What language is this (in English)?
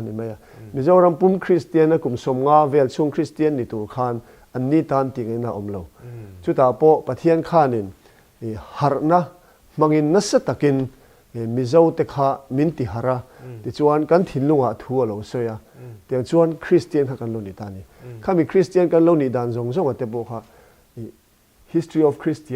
Mizo